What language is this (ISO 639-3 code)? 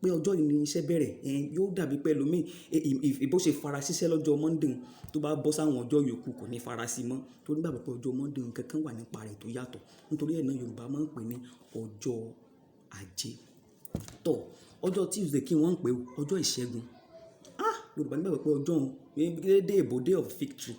yor